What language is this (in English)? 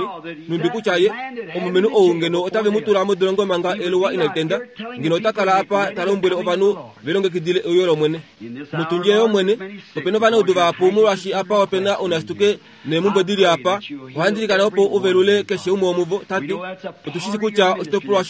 Kuanyama